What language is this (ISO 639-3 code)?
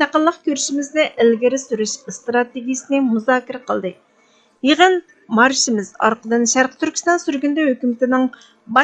uig